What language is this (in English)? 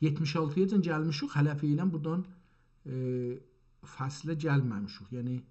South Azerbaijani